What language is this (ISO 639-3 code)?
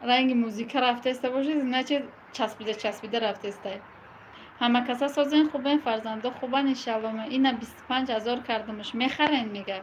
tgk